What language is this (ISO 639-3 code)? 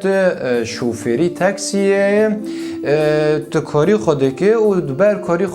kur